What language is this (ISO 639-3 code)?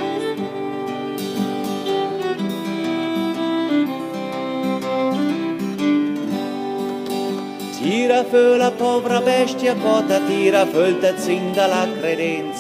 ita